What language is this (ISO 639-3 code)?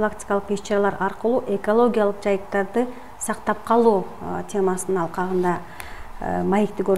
kir